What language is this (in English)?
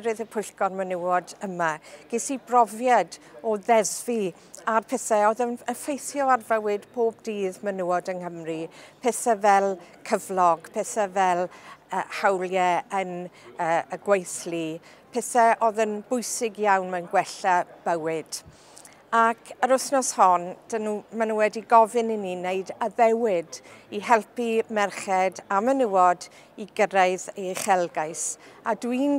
Welsh